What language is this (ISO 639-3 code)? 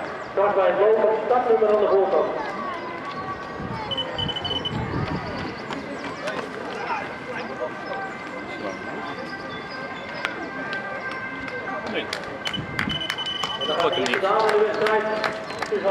nld